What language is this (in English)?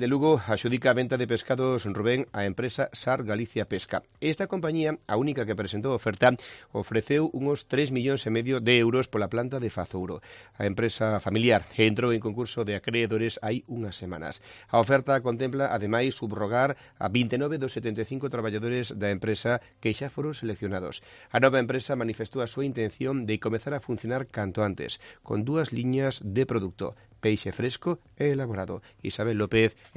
Galician